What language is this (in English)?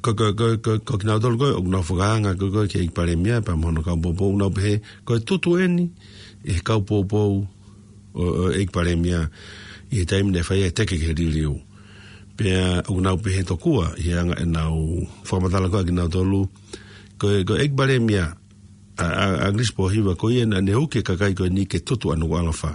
Tongan